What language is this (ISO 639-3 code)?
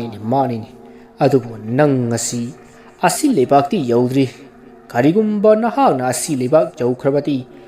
mni